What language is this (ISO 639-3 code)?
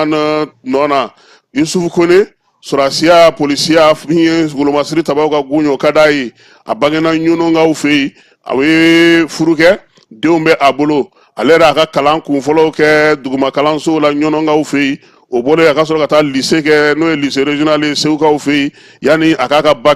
bam